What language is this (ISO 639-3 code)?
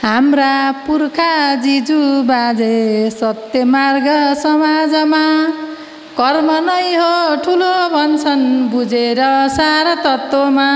nep